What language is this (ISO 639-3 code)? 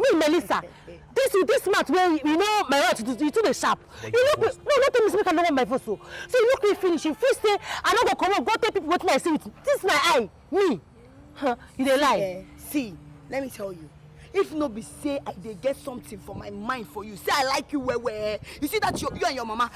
pcm